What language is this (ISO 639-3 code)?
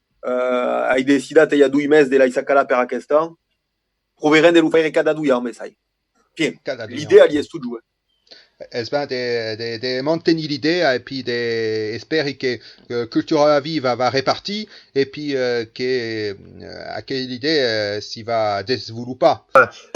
oci